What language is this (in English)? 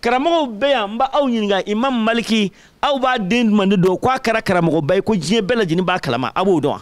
Bambara